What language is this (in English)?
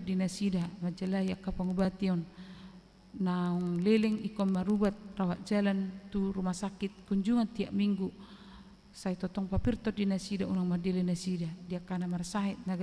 Batak Toba